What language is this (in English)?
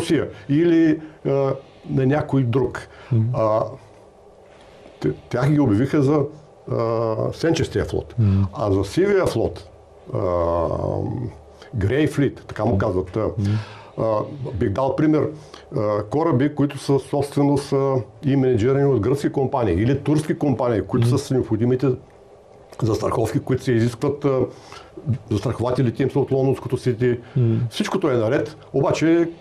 Bulgarian